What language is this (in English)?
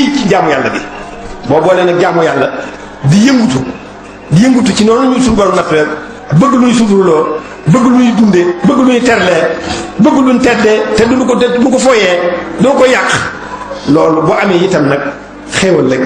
Wolof